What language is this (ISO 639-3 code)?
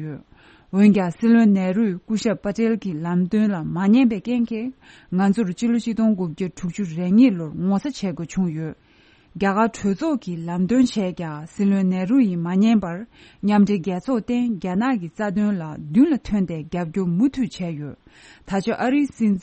bod